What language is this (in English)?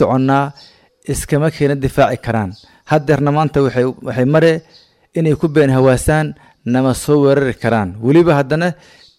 Somali